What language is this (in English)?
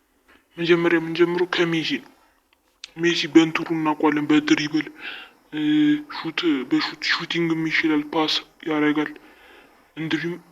Amharic